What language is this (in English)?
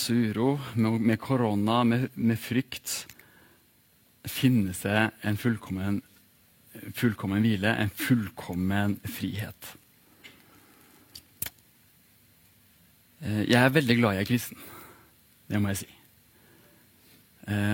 Norwegian